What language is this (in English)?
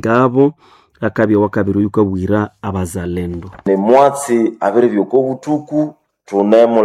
Nande